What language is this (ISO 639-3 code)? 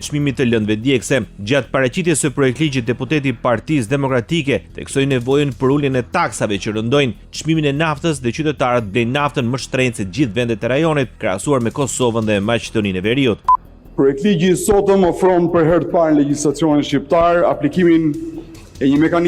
sqi